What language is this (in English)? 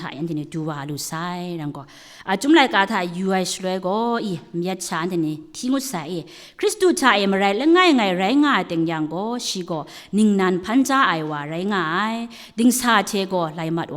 Kachin